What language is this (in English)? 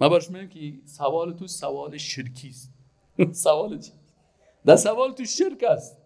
Persian